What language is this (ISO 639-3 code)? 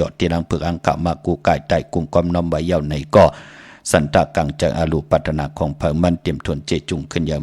shn